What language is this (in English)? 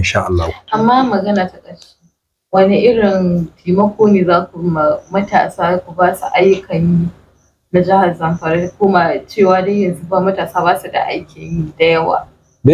Hausa